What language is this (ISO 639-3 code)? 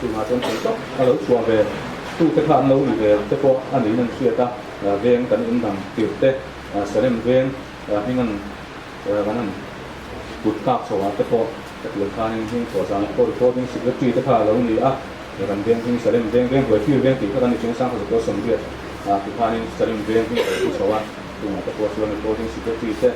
lus